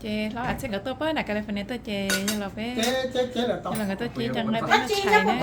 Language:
Hmong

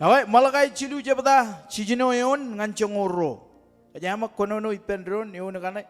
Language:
Marshallese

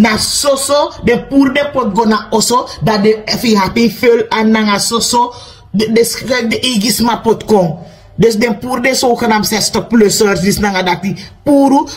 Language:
Sranan Tongo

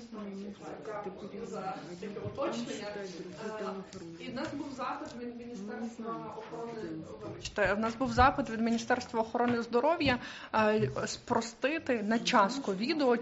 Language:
Ukrainian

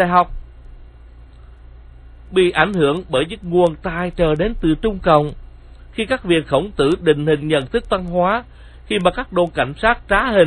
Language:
Vietnamese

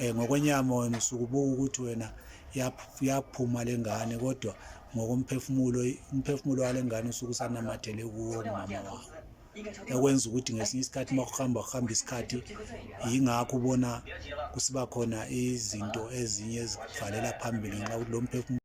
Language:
Zulu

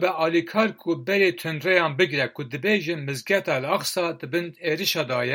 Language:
Kurdish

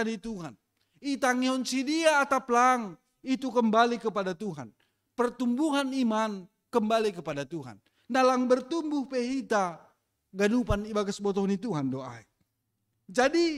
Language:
Batak Simalungun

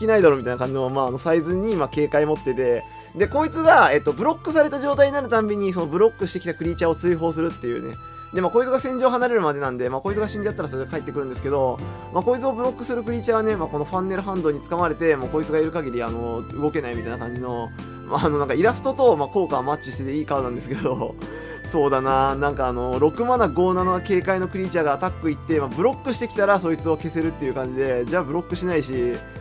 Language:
Japanese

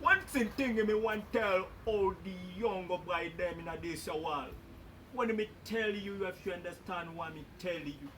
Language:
Jamaican Creole English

